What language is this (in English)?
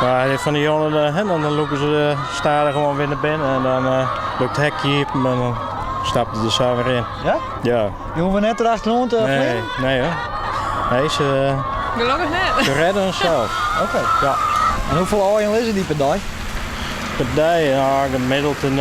Western Frisian